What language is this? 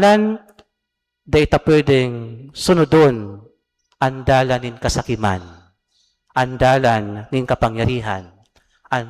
Bikol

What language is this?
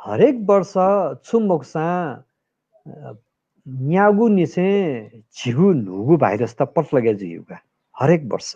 Newari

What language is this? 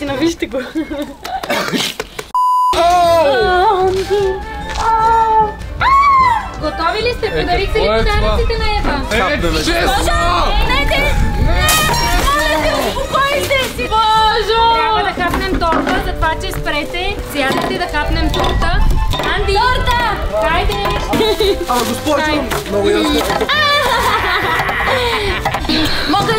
Bulgarian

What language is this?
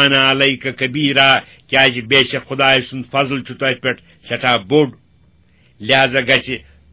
Kashmiri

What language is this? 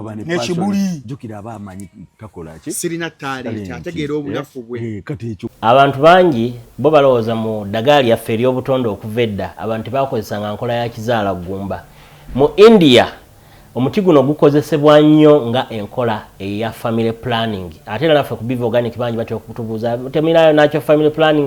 Ganda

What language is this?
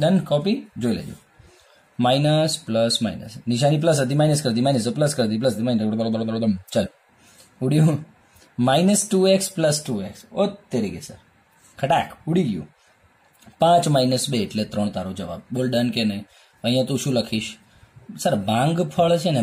Gujarati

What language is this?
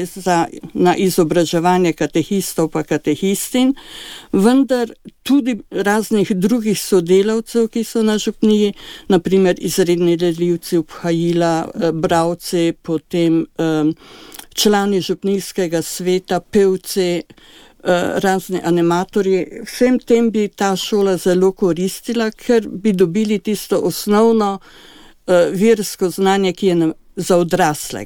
Slovenian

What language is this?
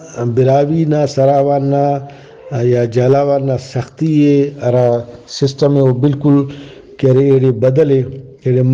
Brahui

